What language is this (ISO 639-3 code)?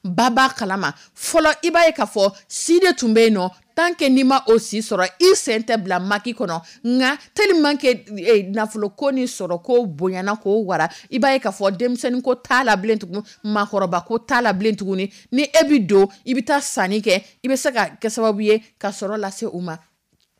dyu